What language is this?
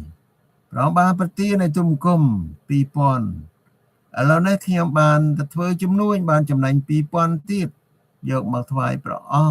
Khmer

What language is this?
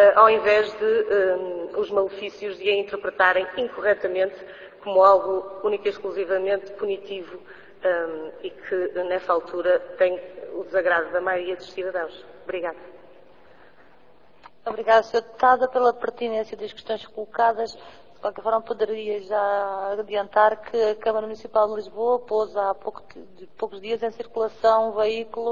Portuguese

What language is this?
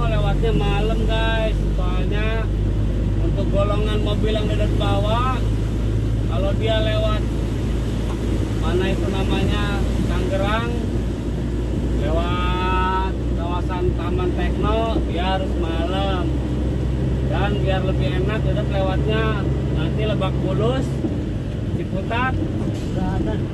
Indonesian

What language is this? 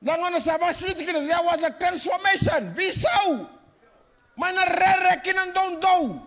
Fijian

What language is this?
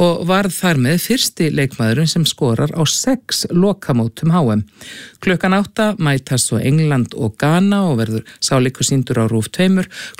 Icelandic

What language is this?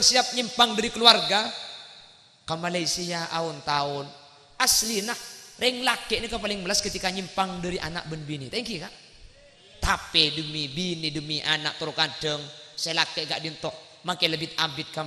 Madurese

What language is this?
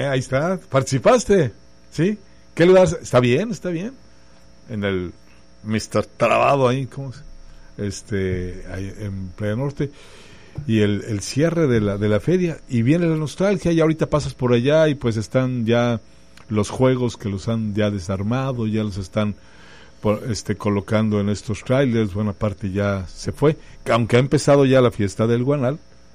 Spanish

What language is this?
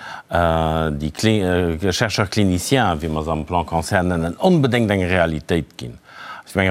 Luxembourgish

